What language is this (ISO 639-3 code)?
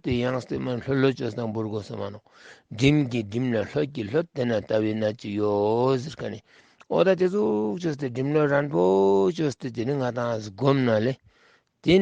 lbj